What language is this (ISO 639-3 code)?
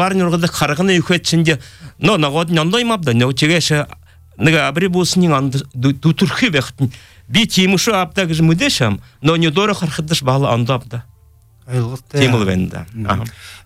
bua